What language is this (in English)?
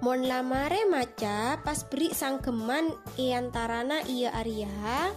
Madurese